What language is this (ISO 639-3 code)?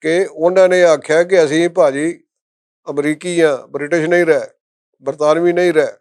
lah